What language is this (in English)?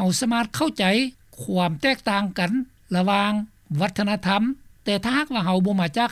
Lao